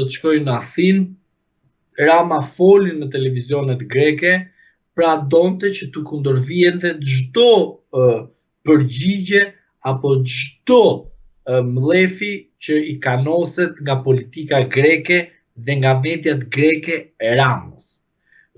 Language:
Albanian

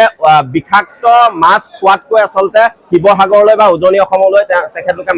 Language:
Assamese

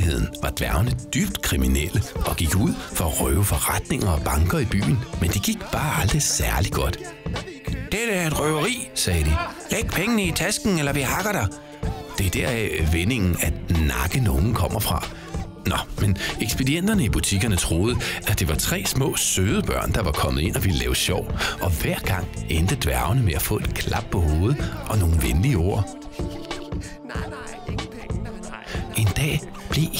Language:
Danish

